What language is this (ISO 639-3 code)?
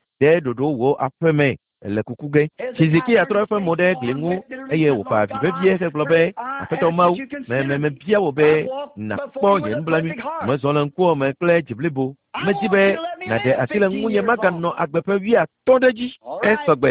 ewe